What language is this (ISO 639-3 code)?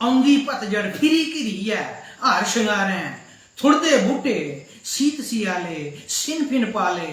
doi